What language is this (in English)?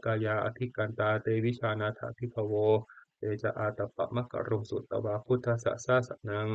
Pali